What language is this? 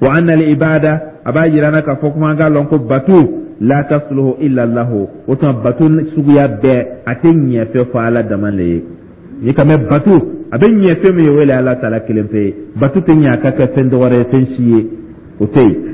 Dyula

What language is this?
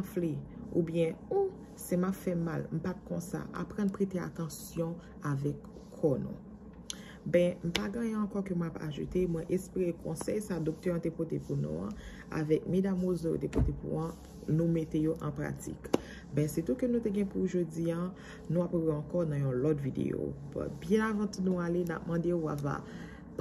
Haitian Creole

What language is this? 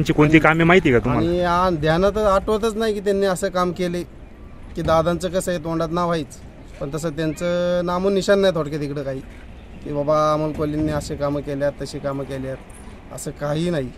Marathi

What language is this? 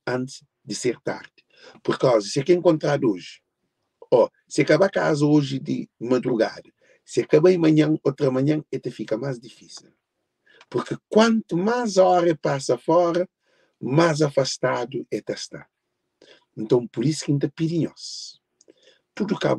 Kabuverdianu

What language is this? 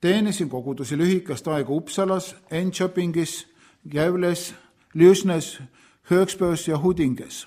Estonian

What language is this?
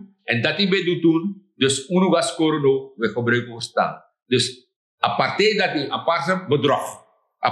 Sranan Tongo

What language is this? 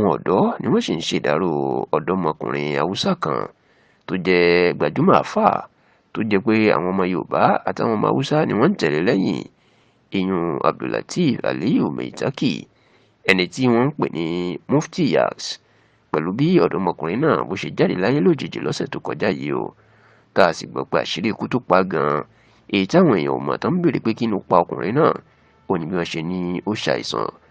Yoruba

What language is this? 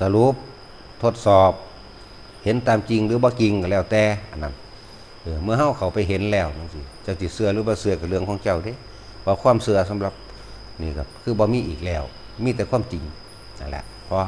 Northeastern Thai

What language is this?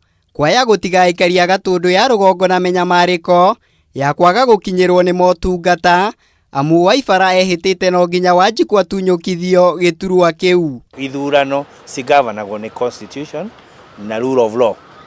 Kikuyu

